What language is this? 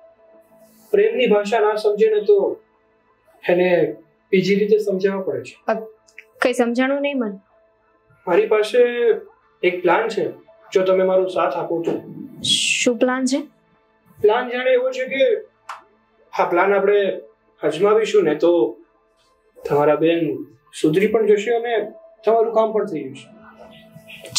Gujarati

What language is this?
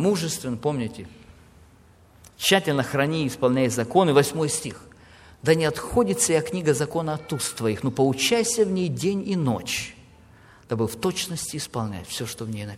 Russian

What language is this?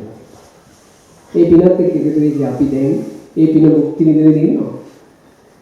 Sinhala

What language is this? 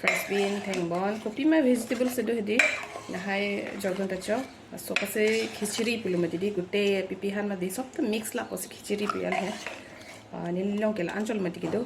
Karbi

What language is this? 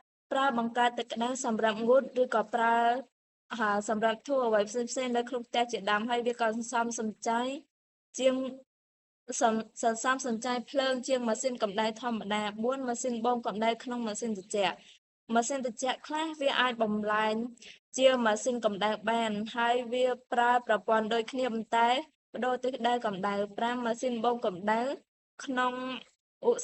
Khmer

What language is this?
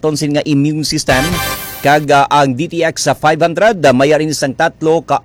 Hiligaynon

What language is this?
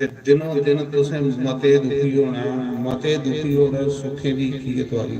Dogri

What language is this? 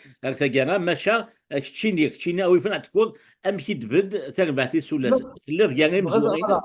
Kabyle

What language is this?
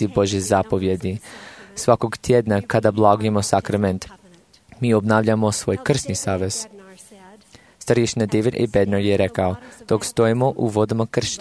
Croatian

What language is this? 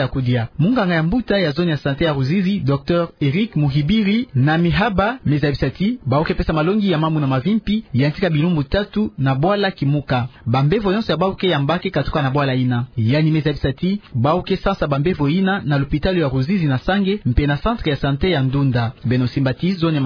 Kituba (Democratic Republic of Congo)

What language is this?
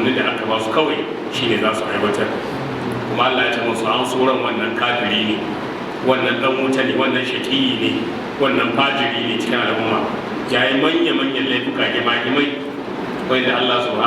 Hausa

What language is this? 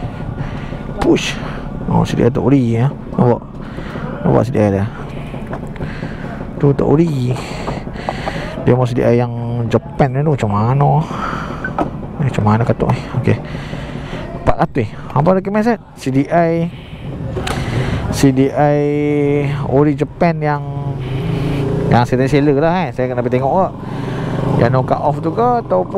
Malay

